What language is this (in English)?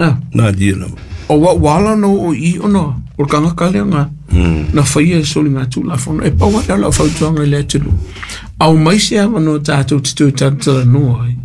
Samoan